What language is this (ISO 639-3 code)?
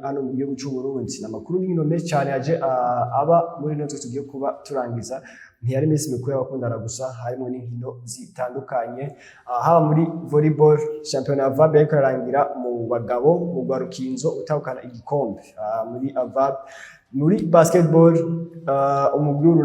run